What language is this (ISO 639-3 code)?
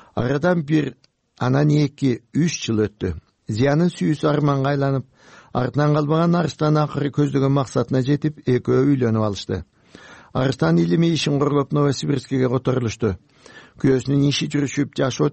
kir